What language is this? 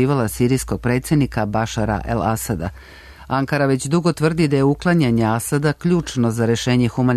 Serbian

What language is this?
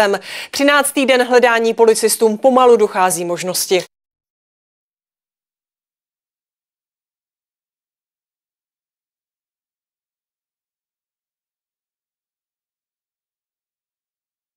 Czech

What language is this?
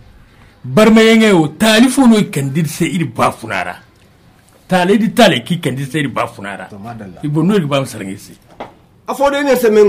Zarma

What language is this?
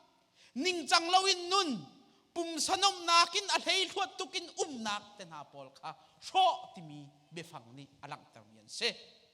Hakha Chin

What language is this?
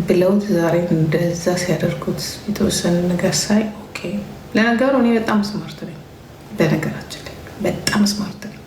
Amharic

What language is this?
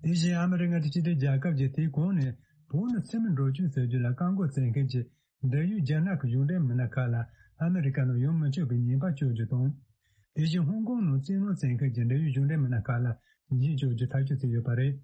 Tibetan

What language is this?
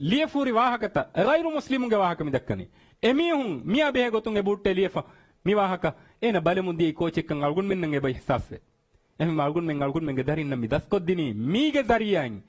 Divehi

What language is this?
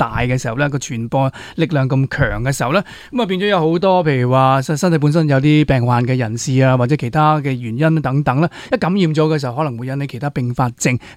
Cantonese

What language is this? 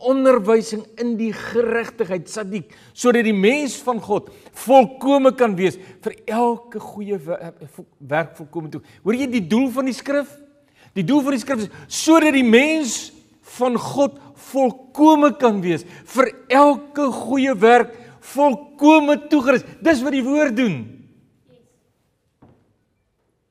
Afrikaans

